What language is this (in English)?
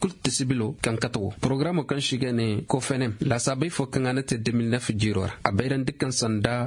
Koyraboro Senni